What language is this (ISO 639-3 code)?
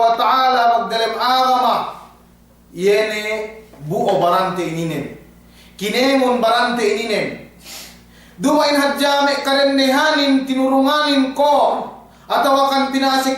yka